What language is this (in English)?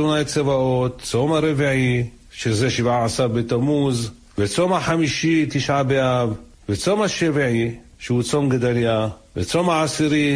Hebrew